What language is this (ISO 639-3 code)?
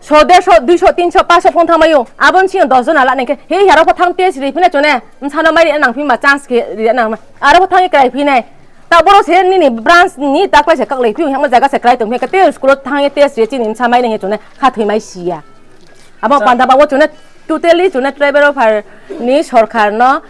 ria